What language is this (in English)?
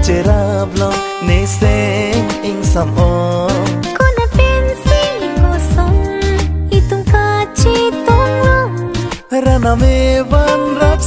Karbi